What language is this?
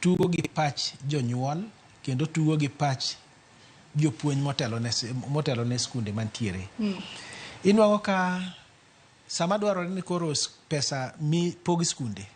Luo (Kenya and Tanzania)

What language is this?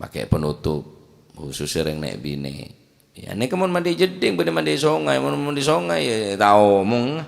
Madurese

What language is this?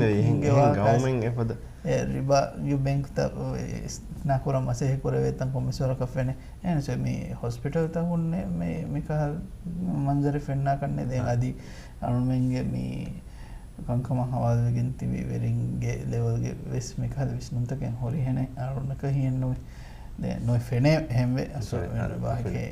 Divehi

